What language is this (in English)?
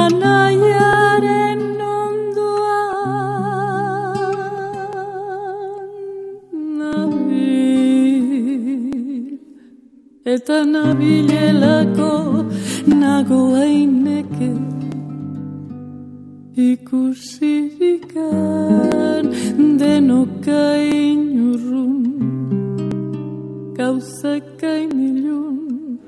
Basque